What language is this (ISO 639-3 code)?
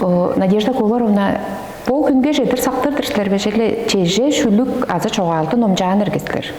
tyv